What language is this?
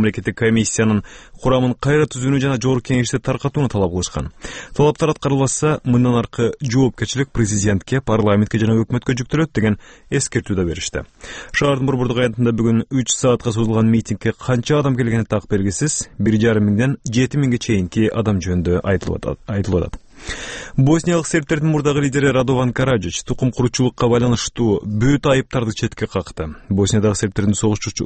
Kyrgyz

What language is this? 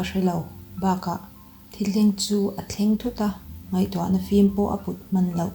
Mizo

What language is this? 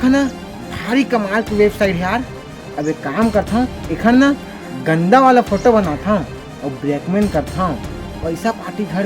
Chhattisgarhi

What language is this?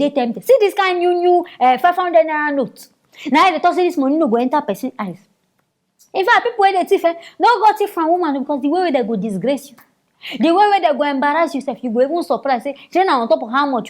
Nigerian Pidgin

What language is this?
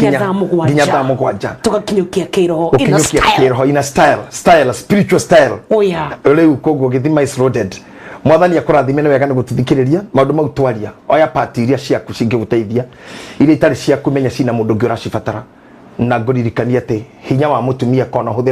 Kikuyu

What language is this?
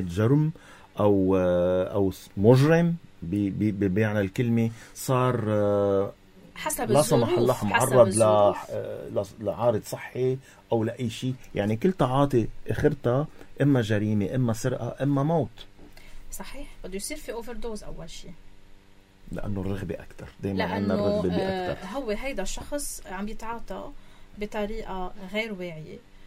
North Levantine Arabic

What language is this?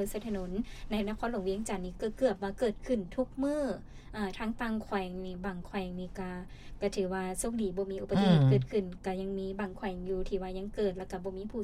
Lao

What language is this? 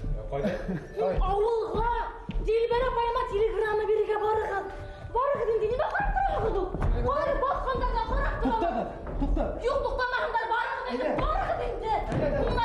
Bashkir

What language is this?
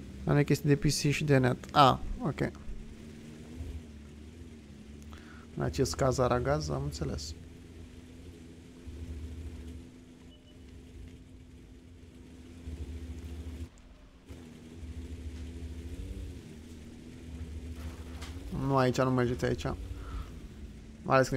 Romanian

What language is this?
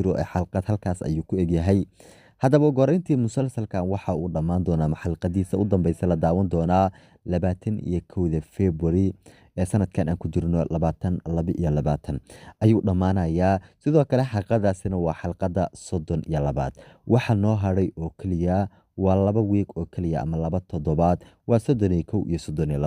Somali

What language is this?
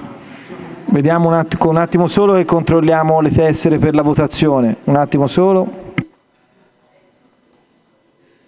Italian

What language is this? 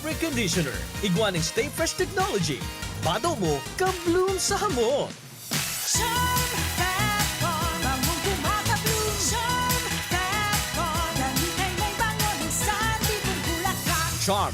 Bikol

